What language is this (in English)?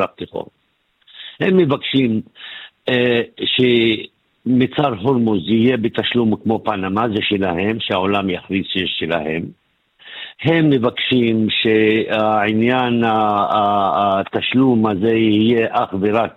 Hebrew